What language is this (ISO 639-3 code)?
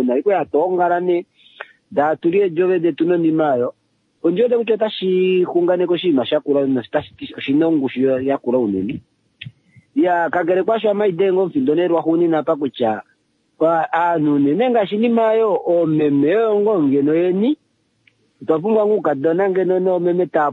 kua